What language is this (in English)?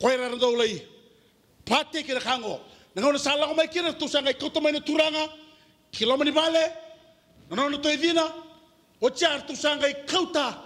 Fijian